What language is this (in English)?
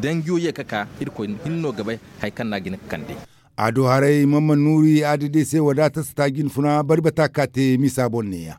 Zarma